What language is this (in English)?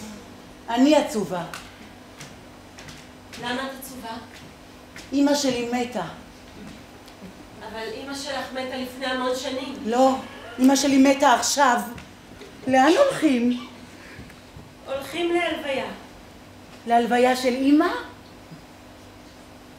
Hebrew